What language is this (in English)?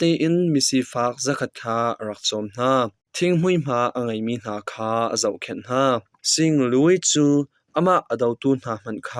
Hakha Chin